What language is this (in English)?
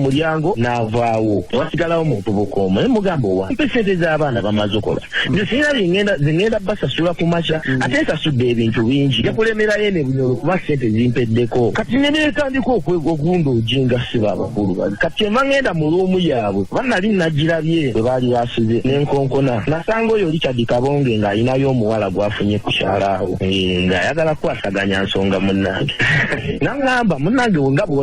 Ganda